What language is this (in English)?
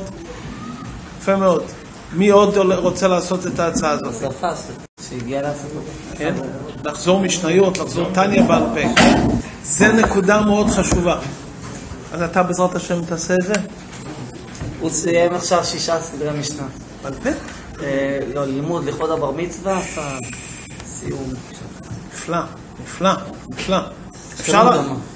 Hebrew